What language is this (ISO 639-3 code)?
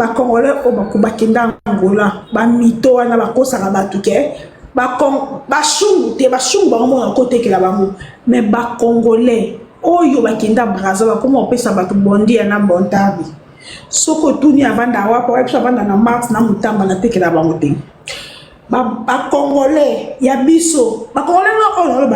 lin